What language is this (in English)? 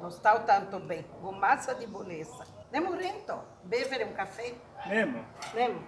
Venetian